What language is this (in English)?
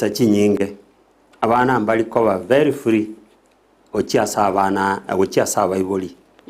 Gusii